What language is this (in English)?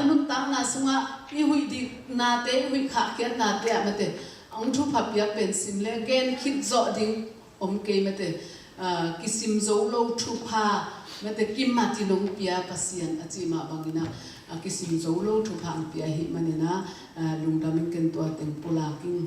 Tedim Chin